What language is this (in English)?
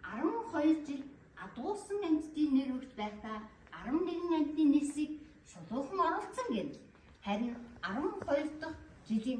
Mongolian